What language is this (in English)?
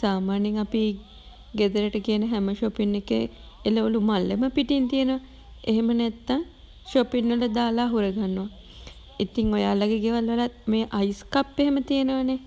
Sinhala